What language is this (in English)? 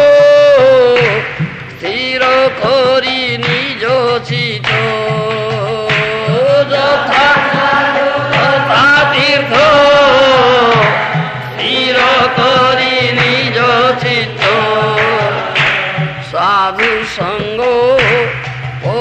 Odia